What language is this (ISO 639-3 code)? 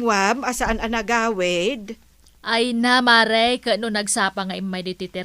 ilo